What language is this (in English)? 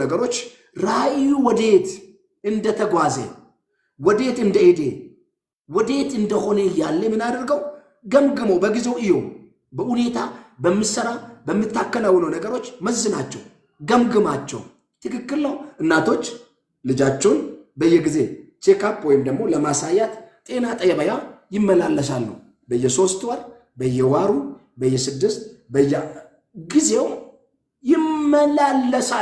Amharic